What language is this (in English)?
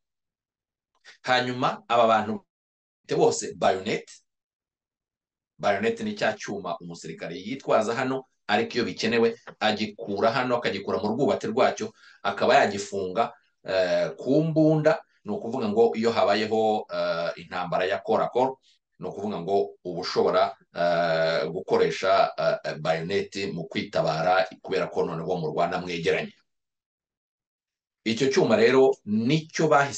Kinyarwanda